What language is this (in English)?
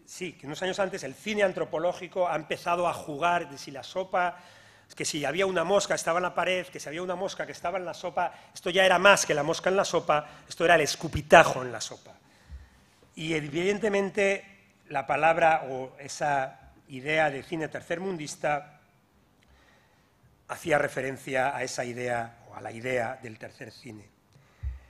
Spanish